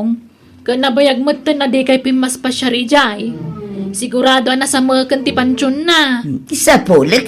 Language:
Iloko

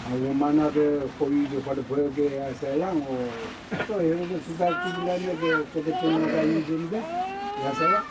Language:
Dehu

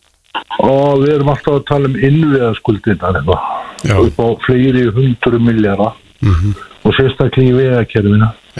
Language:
Icelandic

